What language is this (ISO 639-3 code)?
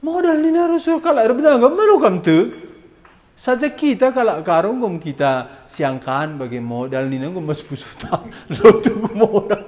btx